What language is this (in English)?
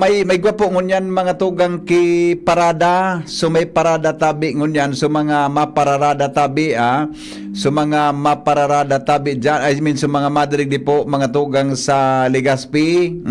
Bikol